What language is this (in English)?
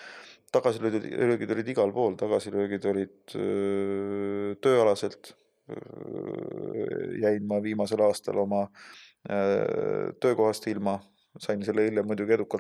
Estonian